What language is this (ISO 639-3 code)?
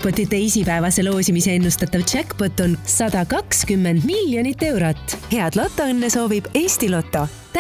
est